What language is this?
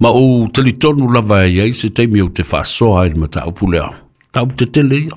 Samoan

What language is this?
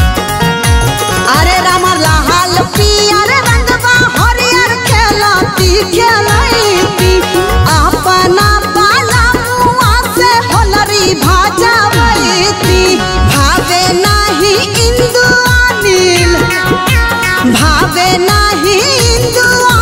Bhojpuri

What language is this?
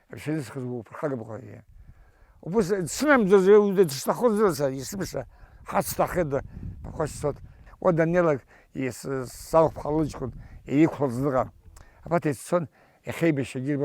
Abkhazian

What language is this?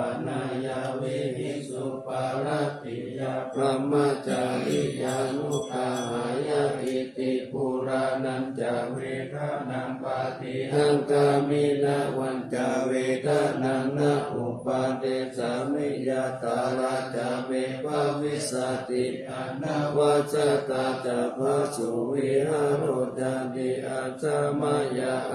Pali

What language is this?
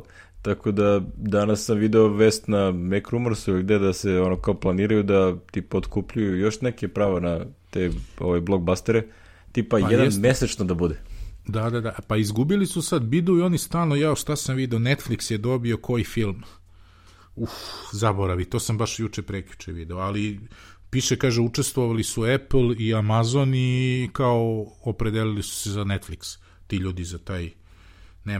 Serbian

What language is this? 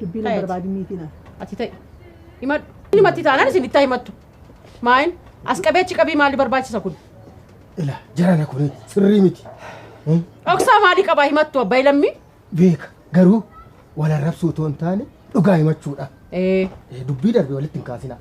Oromo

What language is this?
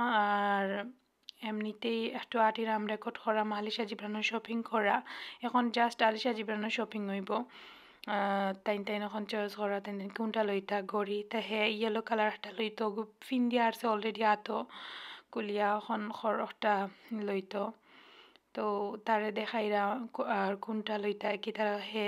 Sylheti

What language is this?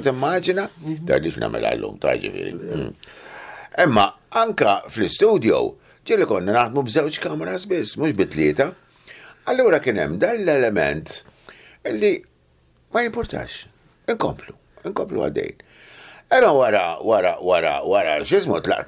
Maltese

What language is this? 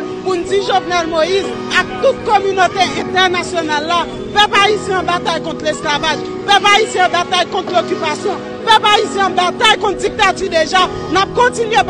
Haitian Creole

